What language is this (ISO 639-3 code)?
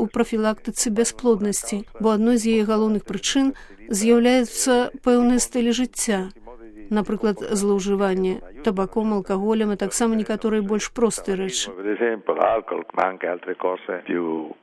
bel